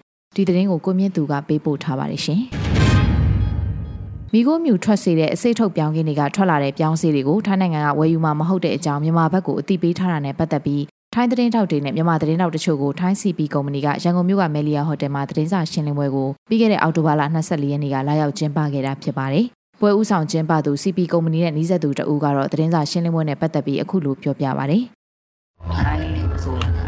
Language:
Burmese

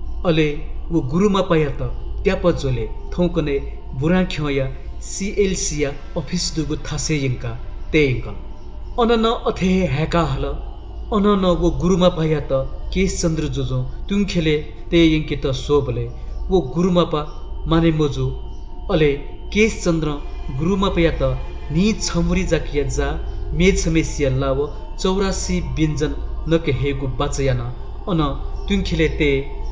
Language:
Newari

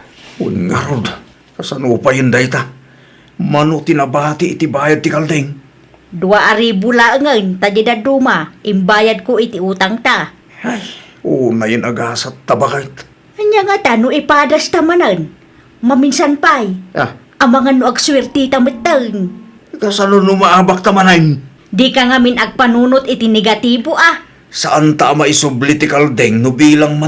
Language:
Iloko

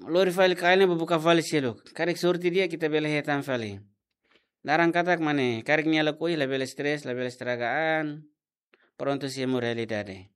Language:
Tetum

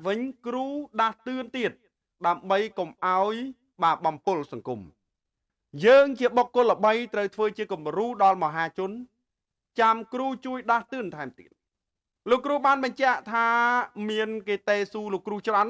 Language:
Khmer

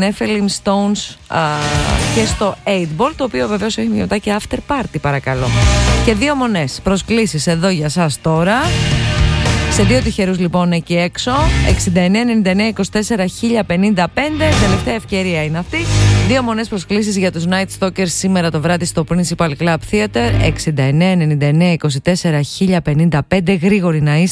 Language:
Greek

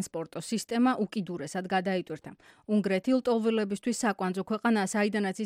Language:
Georgian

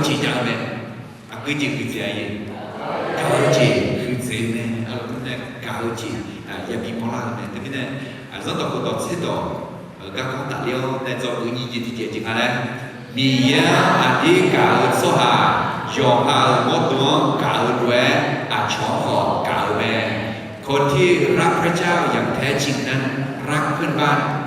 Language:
Akha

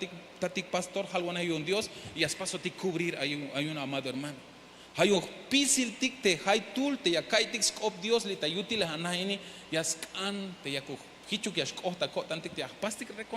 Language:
Tzeltal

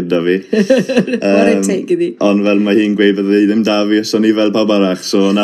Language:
Welsh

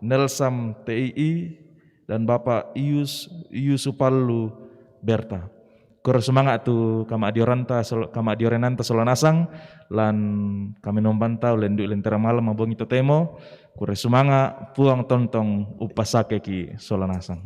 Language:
Toraja-Sa'dan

